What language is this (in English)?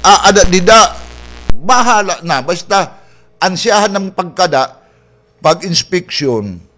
Waray